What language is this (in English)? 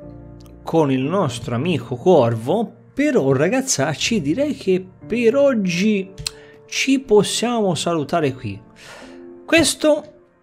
Italian